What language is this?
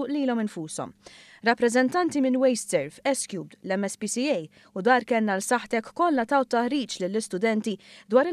Maltese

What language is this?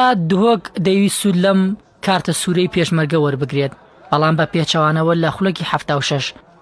Central Kurdish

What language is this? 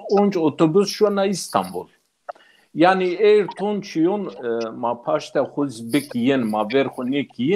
Zaza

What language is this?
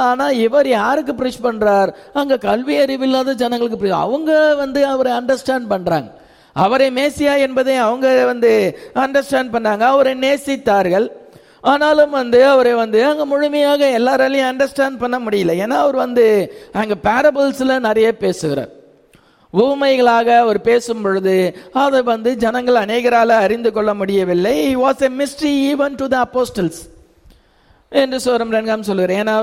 Tamil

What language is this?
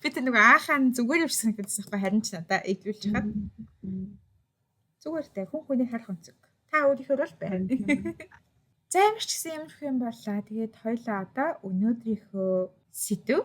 Mongolian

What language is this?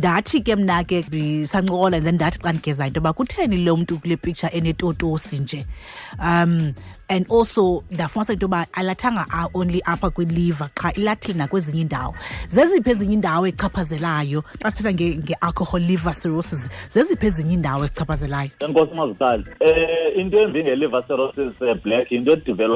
Xhosa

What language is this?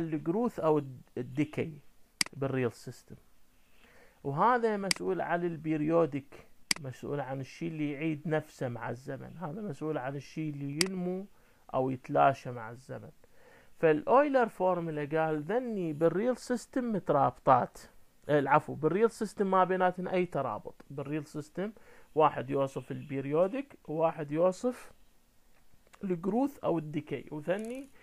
Mesopotamian Arabic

